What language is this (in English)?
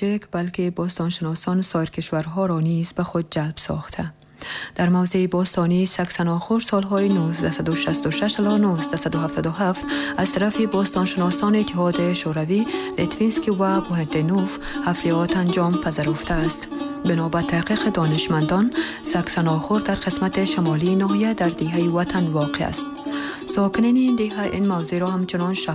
Persian